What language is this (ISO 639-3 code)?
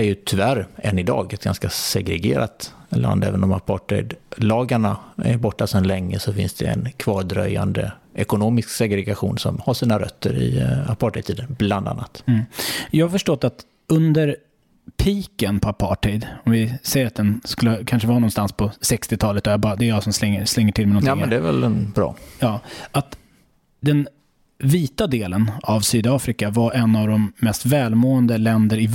swe